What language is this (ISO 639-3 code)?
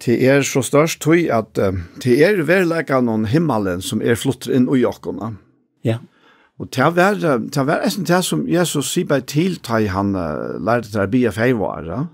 fao